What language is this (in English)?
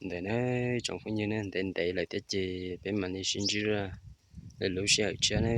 Hmong